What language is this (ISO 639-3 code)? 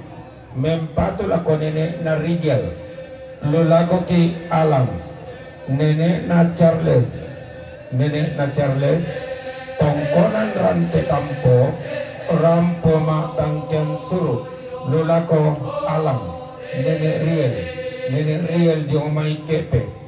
sda